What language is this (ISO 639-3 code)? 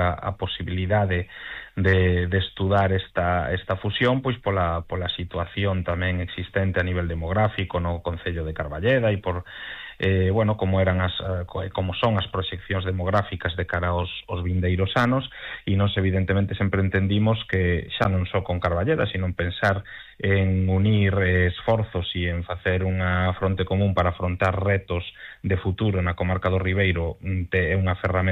glg